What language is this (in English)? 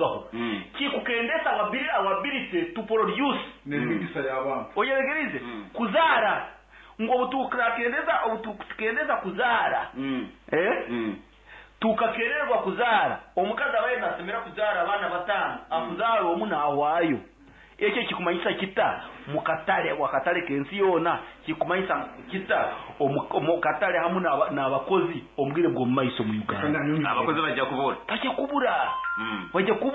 Nyoro